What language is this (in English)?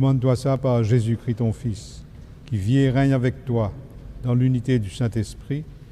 Morisyen